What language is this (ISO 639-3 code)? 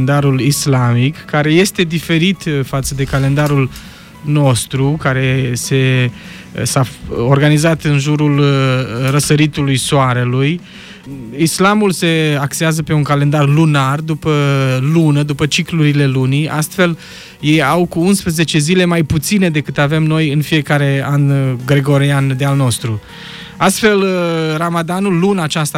ron